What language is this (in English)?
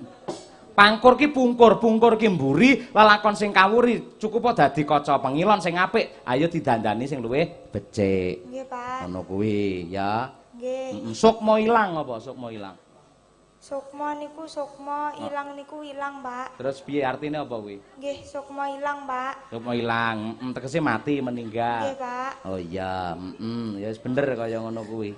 Javanese